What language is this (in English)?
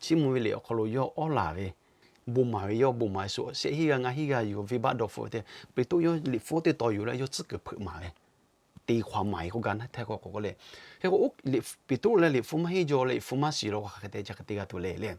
Lahu